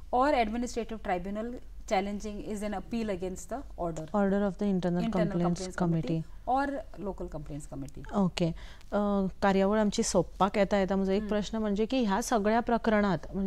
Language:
Marathi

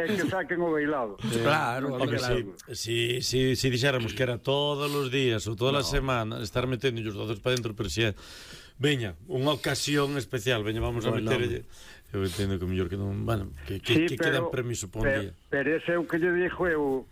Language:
Galician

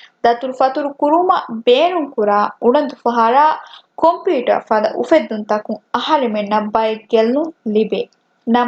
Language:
Divehi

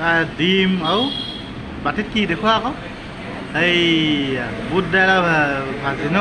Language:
Assamese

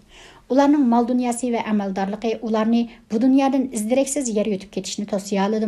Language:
Uyghur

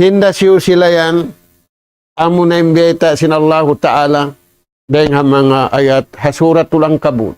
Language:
Tausug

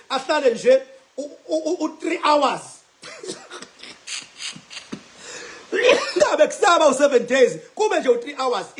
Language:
Zulu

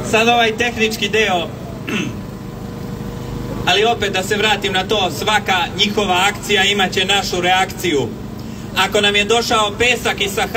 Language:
Serbian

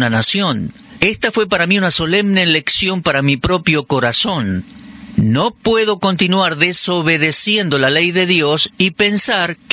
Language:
Spanish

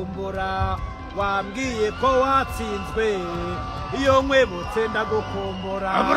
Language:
Kinyarwanda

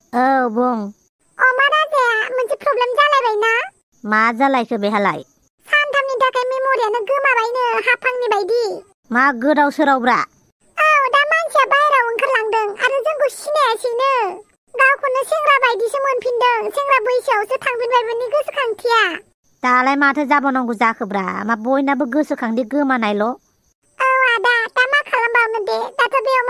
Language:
Bodo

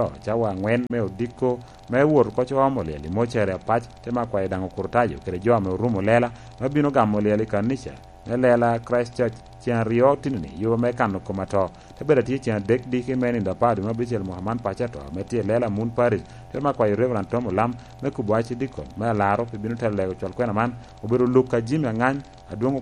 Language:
Lango (Uganda)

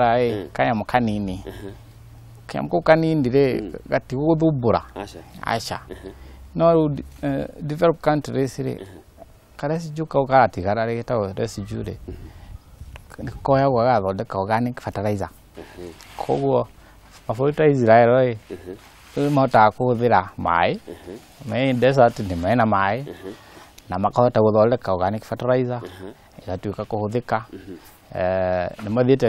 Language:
Kikuyu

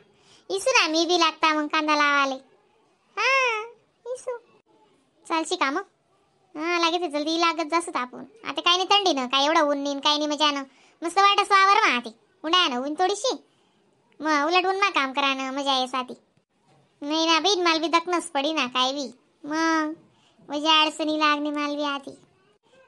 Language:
Khandesi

